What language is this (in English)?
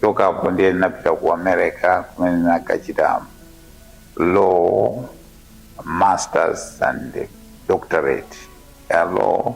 Nyanja